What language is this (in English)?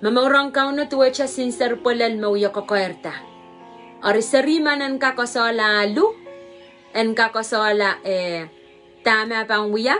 Pohnpeian